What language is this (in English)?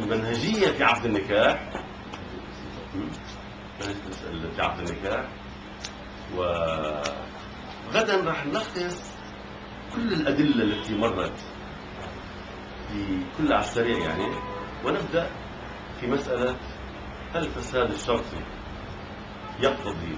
Arabic